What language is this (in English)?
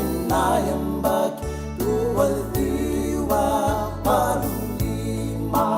Fijian